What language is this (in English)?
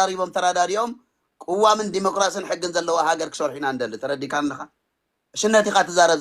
Tigrinya